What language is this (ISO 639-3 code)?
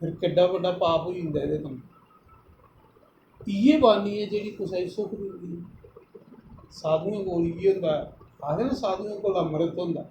doi